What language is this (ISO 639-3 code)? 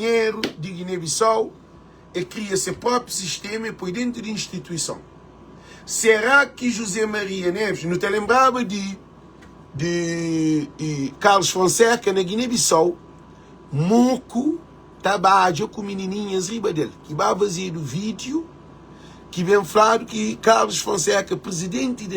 kea